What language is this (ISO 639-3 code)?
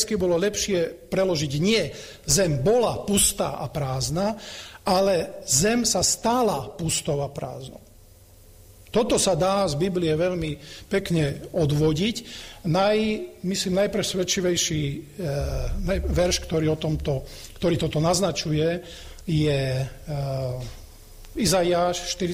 slk